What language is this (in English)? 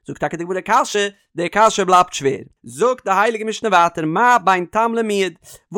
Yiddish